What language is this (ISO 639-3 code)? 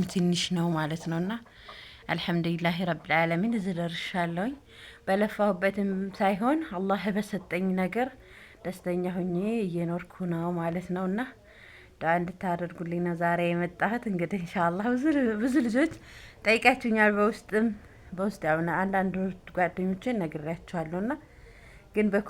amh